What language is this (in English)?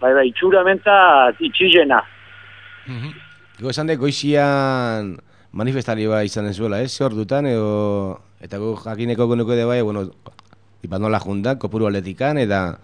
Basque